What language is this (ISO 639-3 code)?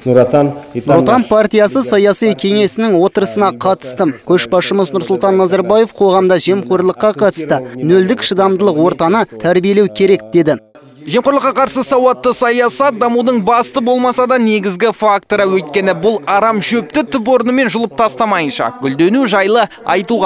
kaz